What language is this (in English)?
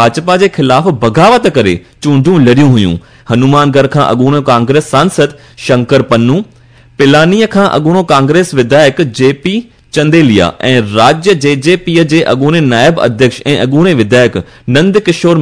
Sindhi